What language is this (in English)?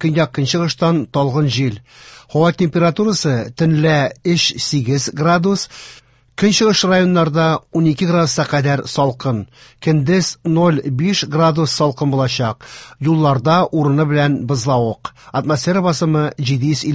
Tatar